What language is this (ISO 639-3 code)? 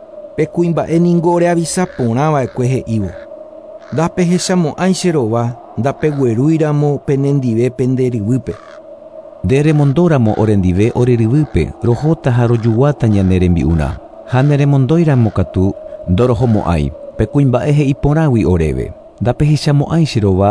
grn